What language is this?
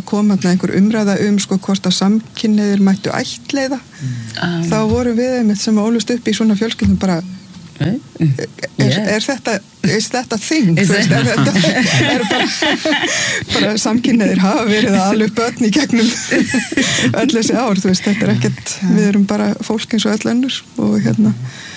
Icelandic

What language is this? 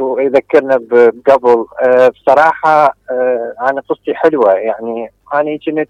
Mesopotamian Arabic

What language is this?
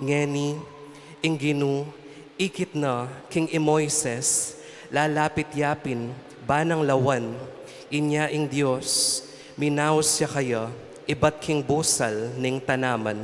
Pampanga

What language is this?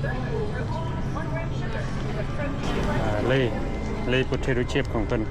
Lao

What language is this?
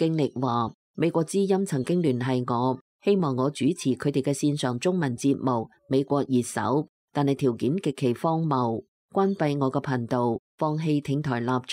Cantonese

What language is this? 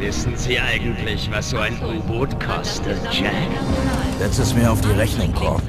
Bavarian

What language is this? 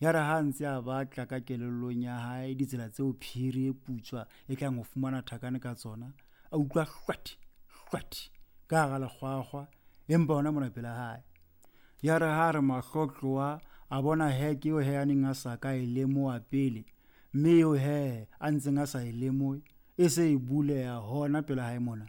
Southern Sotho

